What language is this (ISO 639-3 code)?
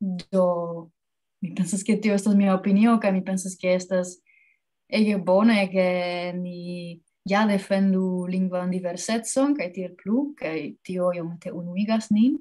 epo